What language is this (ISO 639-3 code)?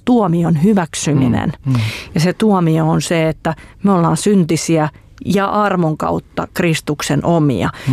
fin